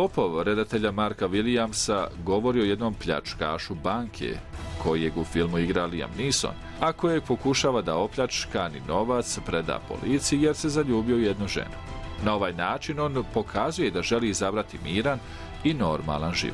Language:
Bosnian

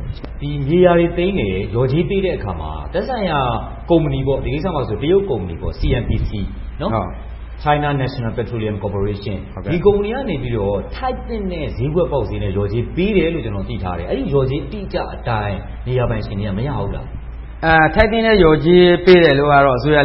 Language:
Burmese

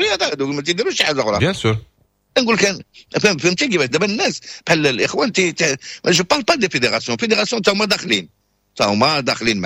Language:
Moroccan Arabic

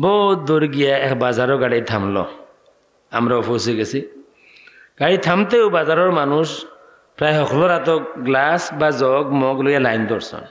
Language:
Sylheti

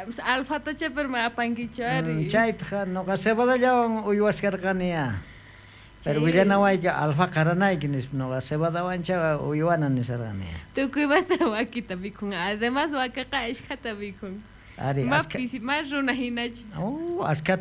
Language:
South Bolivian Quechua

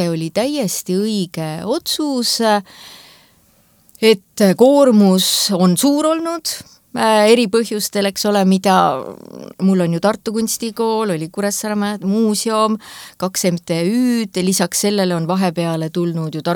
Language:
Estonian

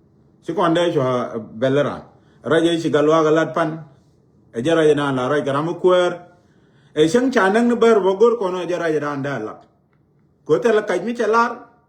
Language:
Nuer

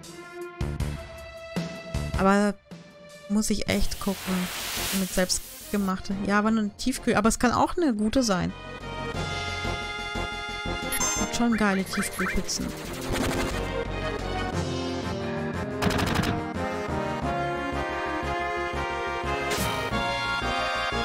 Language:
German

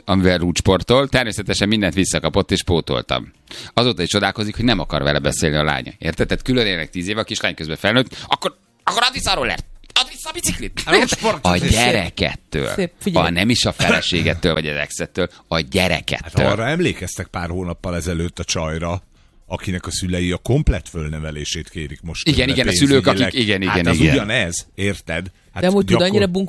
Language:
Hungarian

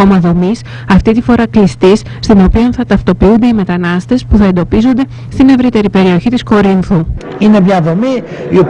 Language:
Greek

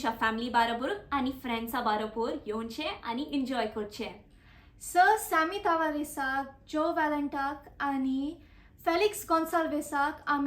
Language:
Konkani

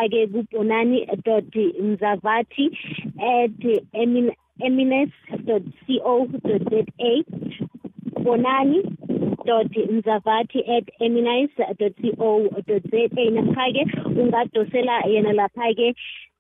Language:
South Ndebele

